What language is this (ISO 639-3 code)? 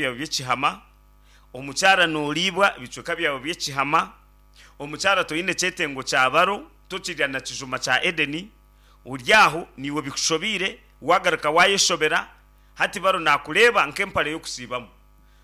nyn